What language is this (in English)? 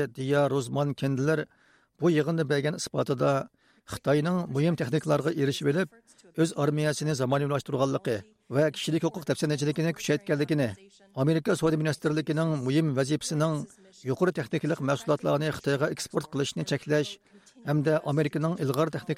Uyghur